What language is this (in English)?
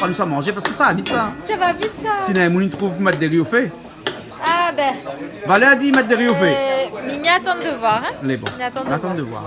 Réunion Creole French